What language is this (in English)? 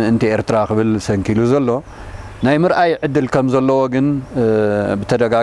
Tigrinya